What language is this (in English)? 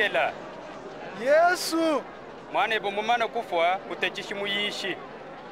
Luba-Lulua